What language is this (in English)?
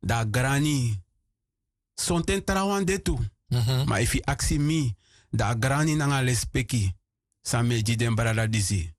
Sranan Tongo